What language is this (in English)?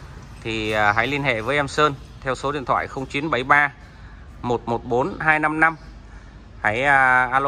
Vietnamese